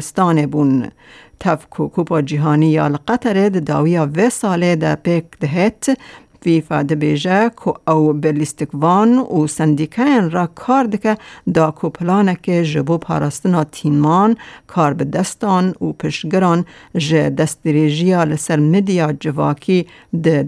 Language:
Kurdish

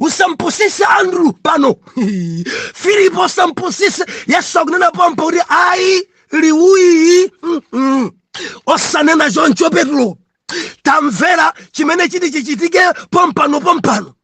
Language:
Nyanja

